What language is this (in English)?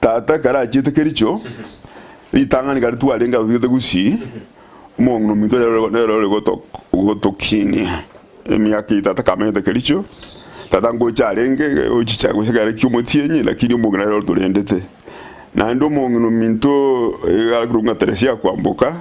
Gusii